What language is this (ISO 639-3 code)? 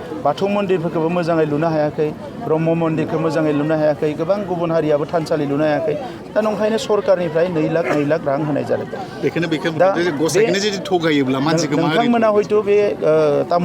brx